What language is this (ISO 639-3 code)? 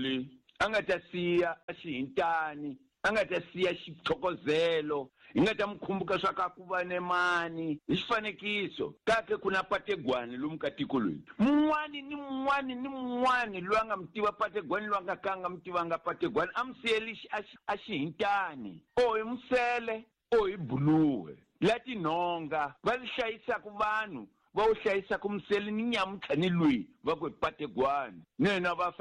tso